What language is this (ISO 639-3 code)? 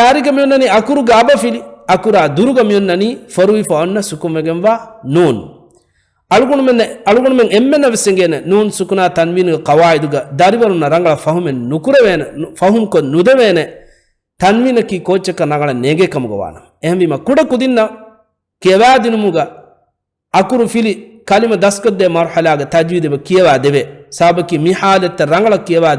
div